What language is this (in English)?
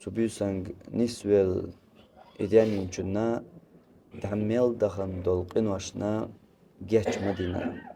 Chechen